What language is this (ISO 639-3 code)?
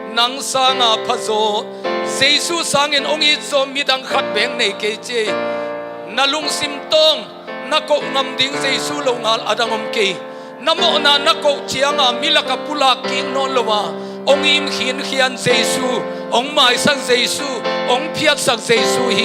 ctd